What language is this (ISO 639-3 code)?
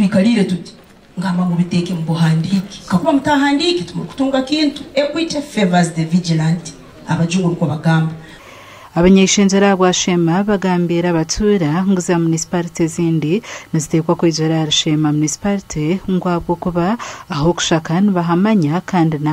nyn